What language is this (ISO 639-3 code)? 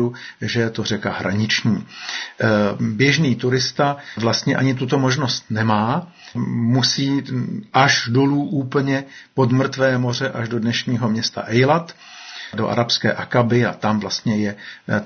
ces